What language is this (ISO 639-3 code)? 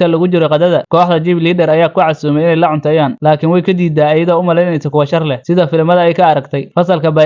som